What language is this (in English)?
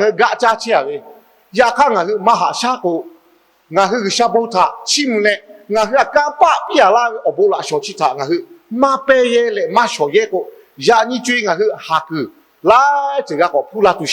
Lahu